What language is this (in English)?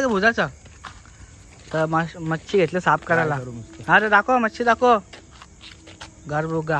Marathi